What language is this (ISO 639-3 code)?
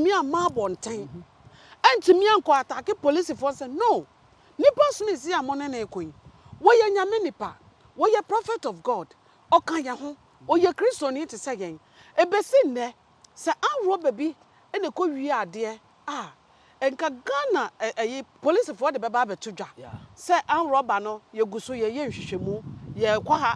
aka